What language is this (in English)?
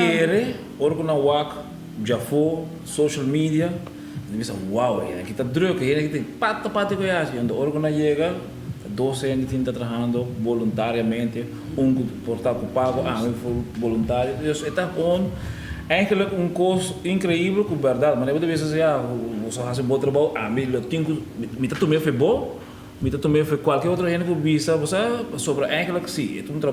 Papiamento